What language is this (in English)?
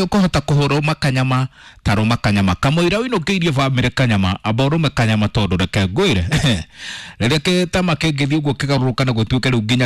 Kikuyu